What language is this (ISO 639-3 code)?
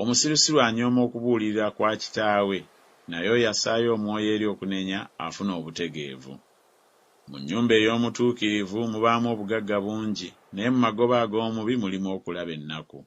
lug